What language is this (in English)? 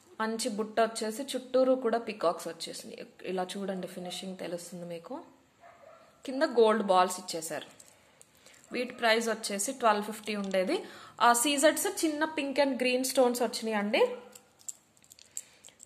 Telugu